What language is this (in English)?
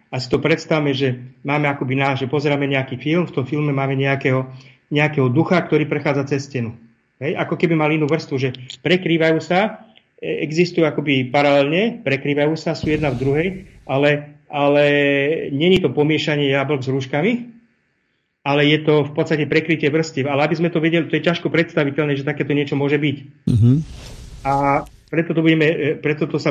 Slovak